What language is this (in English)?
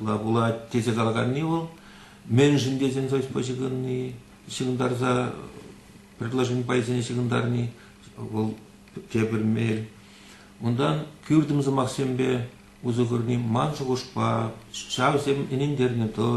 Chuvash